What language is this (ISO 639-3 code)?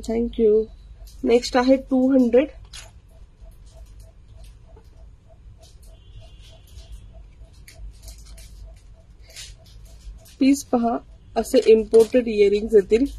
mar